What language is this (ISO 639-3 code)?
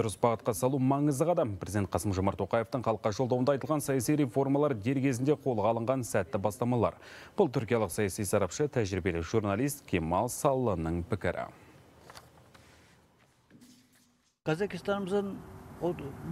kaz